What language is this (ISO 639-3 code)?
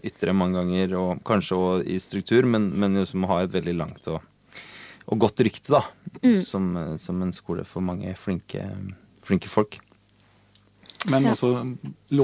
nor